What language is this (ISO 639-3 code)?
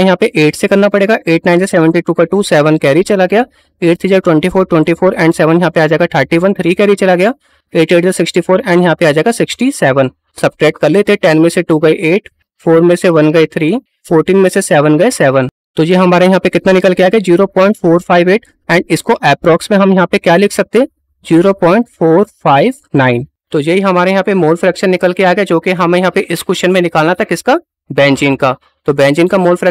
hin